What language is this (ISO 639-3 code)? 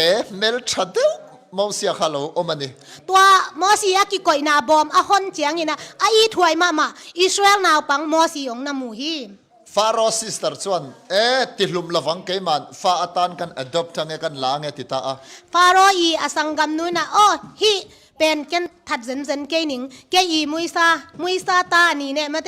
ctd